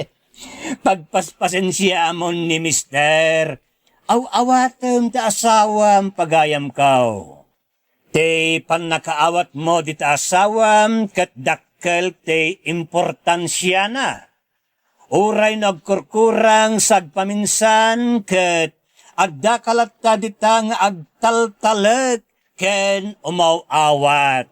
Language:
Iloko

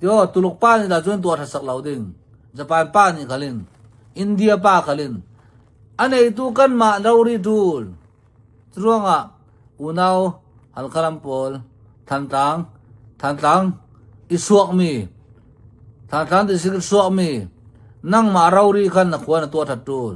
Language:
Hakha Chin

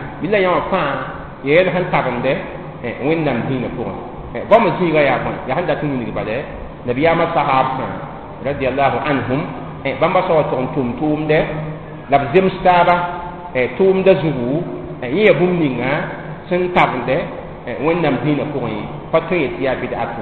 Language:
Mossi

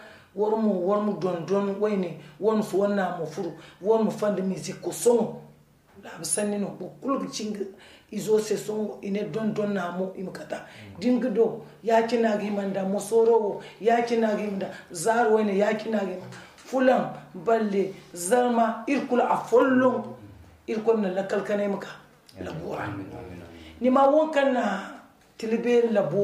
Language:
Zarma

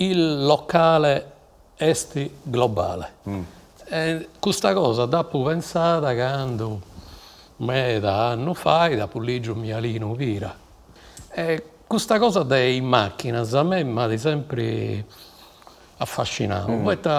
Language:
Sardinian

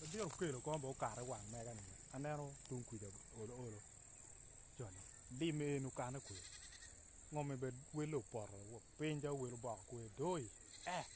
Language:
Acoli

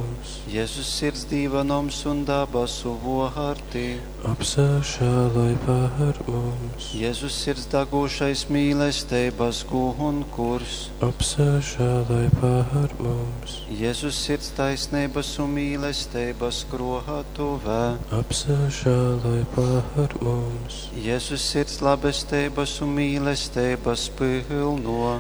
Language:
Latgalian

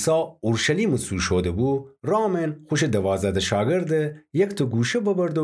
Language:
Gilaki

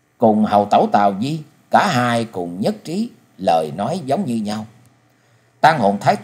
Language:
Vietnamese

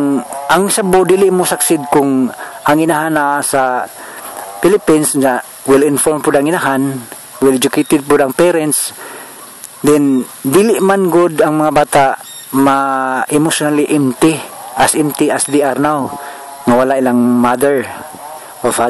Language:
Cebuano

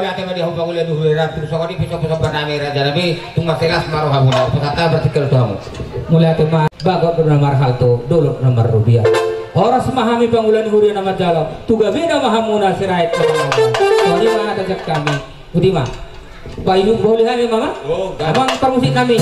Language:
Batak Toba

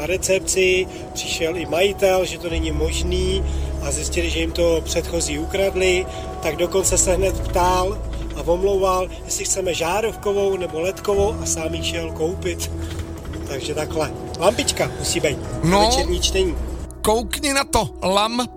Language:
Czech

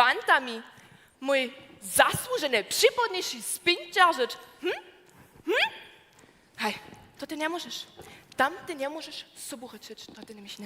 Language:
Upper Sorbian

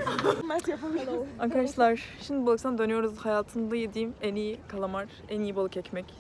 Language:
Turkish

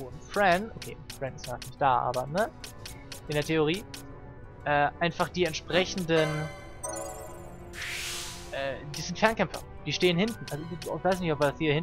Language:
German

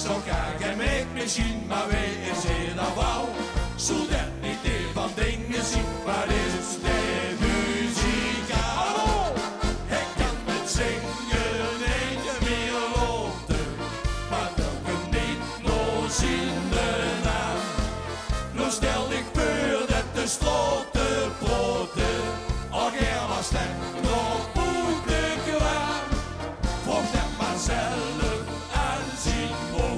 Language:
Limburgish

